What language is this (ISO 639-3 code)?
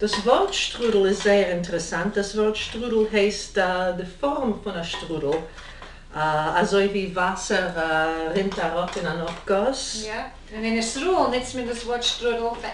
yid